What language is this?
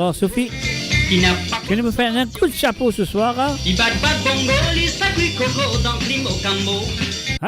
Morisyen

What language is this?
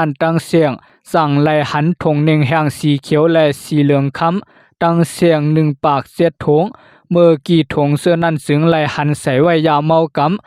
Lao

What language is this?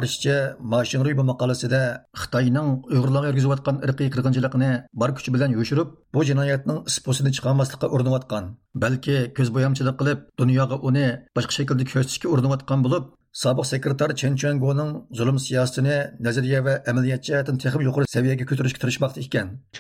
Uyghur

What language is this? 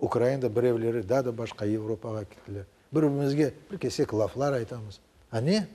Crimean Tatar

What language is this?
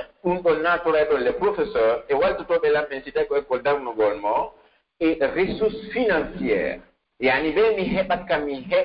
Pular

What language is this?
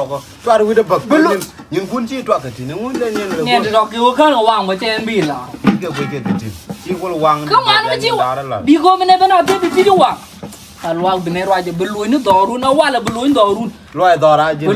Nuer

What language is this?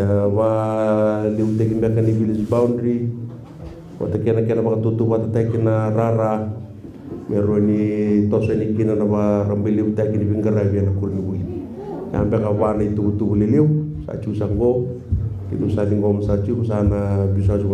Fijian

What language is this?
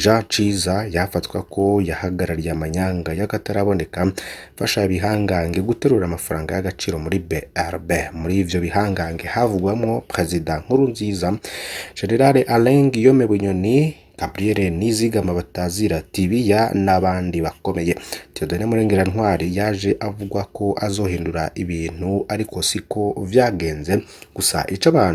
Rundi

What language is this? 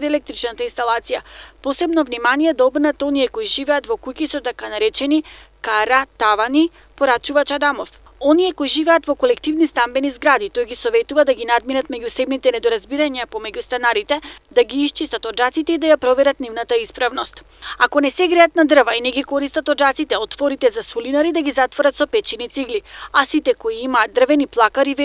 Macedonian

